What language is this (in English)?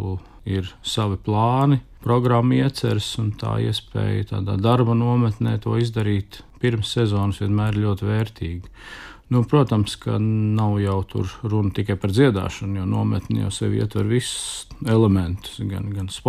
Latvian